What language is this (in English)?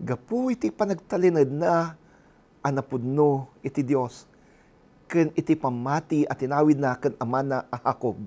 Iloko